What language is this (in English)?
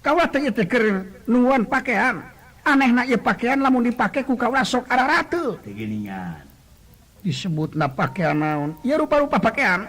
Sundanese